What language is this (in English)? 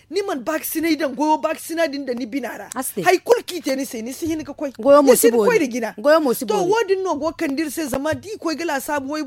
Zarma